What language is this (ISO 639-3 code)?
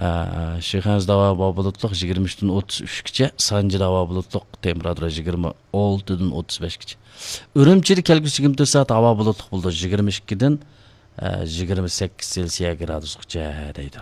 uig